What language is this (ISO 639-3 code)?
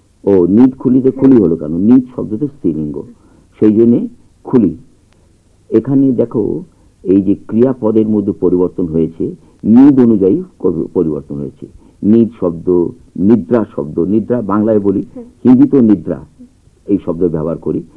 ben